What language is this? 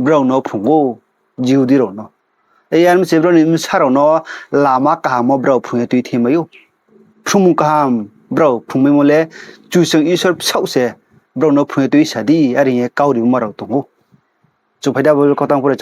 Riang (India)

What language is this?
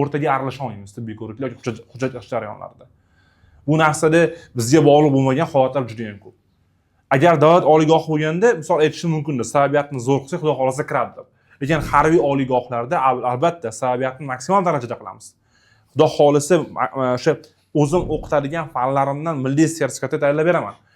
Uzbek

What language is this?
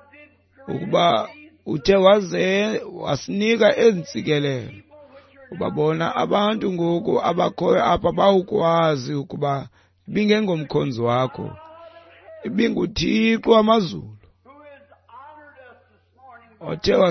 Xhosa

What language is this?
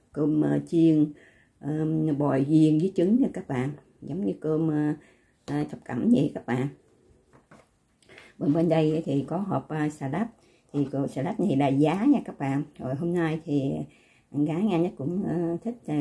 Vietnamese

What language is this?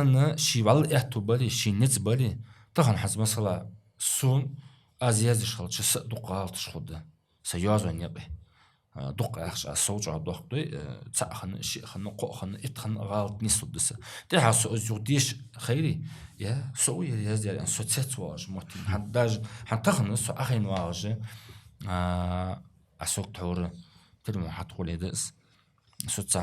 Ingush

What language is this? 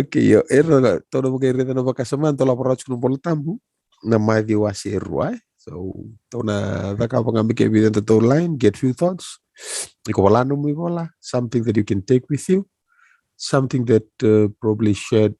Fijian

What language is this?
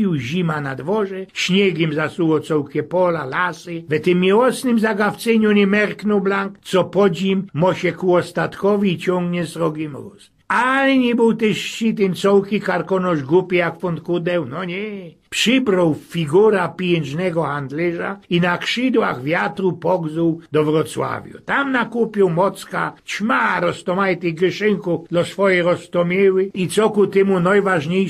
Silesian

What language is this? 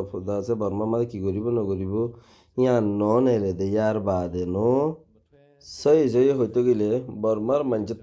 Rohingya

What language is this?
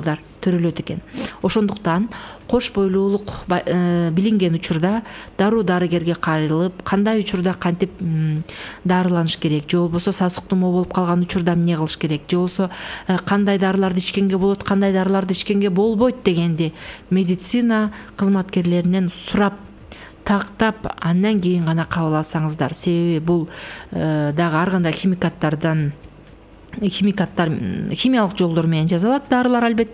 Kyrgyz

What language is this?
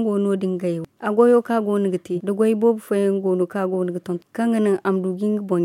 Zarma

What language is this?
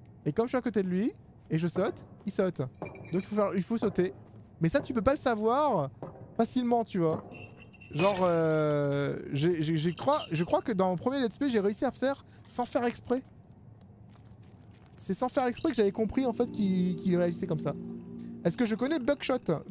French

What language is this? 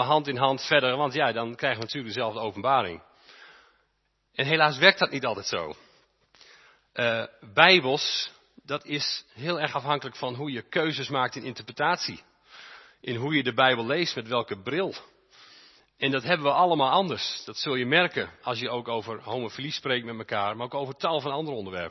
Dutch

